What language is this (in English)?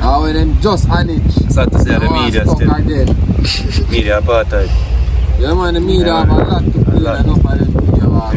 Jamaican Creole English